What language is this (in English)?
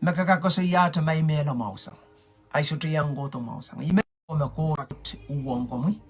Pohnpeian